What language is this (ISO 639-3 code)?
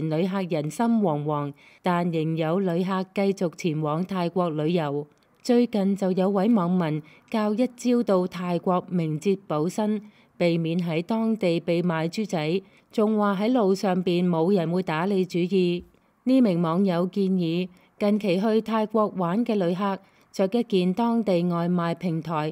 yue